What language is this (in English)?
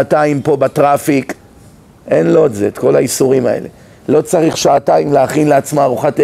Hebrew